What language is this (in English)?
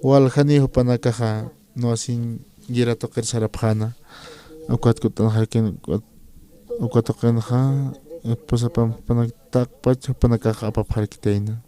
Aymara